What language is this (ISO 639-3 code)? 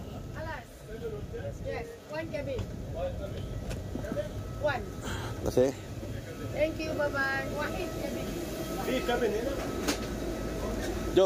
msa